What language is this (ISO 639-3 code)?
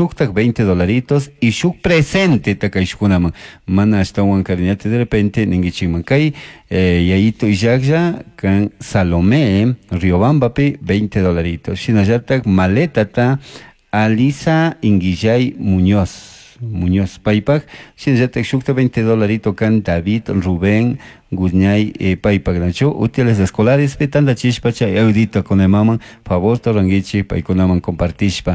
qug